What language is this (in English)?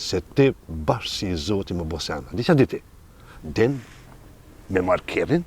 Albanian